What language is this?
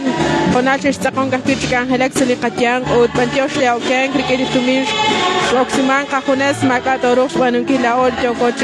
Kekchí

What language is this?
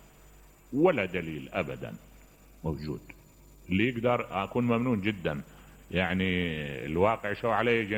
Mesopotamian Arabic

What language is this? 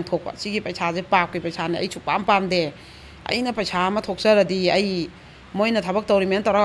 Manipuri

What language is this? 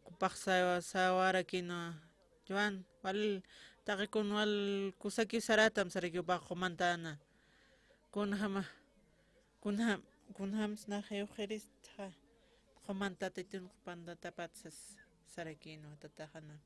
Aymara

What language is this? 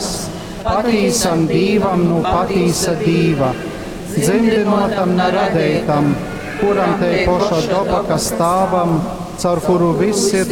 Latgalian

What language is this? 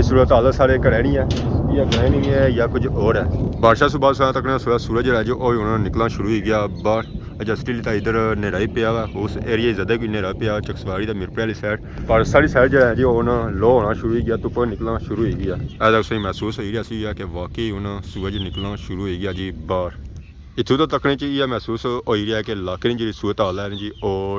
Pahari-Potwari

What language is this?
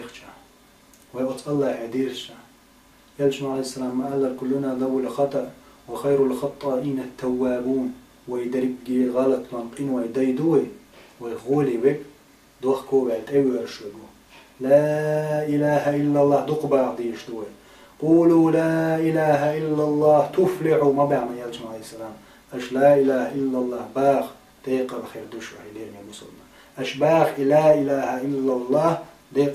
Chechen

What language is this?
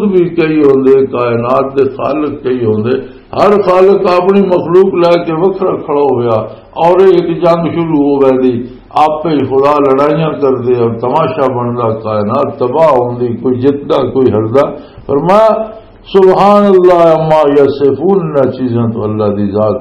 Western Panjabi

